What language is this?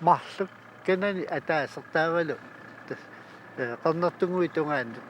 Kalaallisut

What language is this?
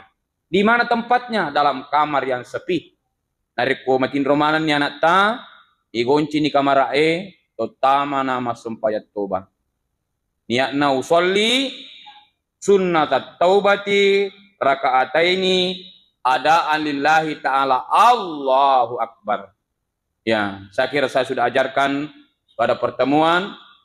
Buginese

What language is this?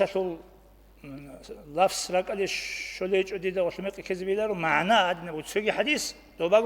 Avaric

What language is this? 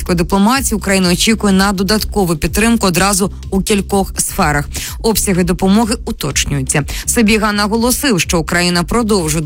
Ukrainian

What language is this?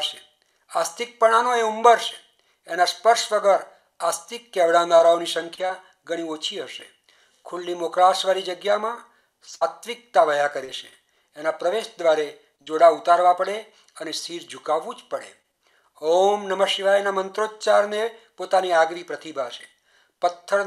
Gujarati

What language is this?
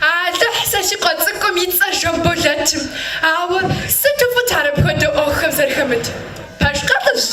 Kabardian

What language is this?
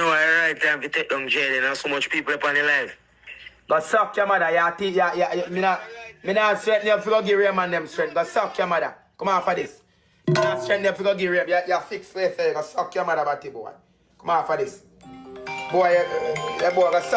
Jamaican Creole English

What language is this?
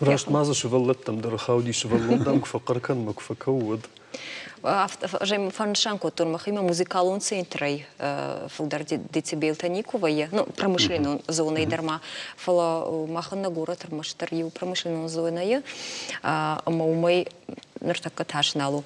Ossetic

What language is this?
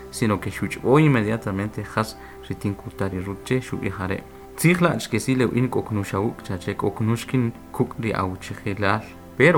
Kʼicheʼ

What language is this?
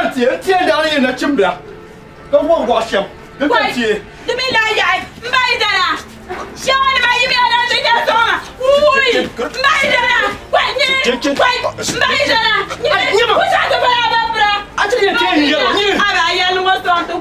Dagbani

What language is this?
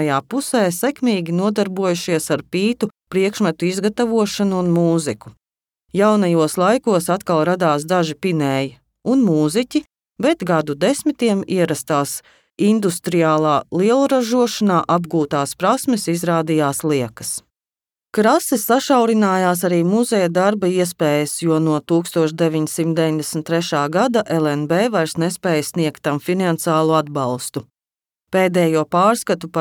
Latvian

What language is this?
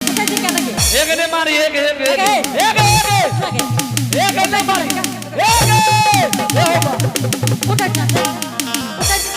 Angika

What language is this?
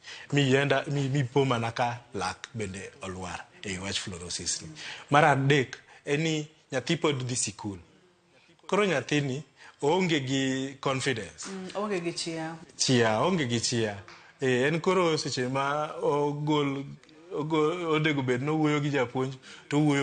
Luo (Kenya and Tanzania)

